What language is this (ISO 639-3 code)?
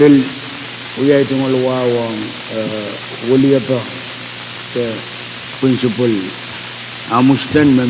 pon